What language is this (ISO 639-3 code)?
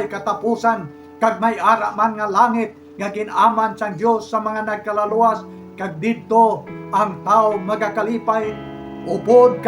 hil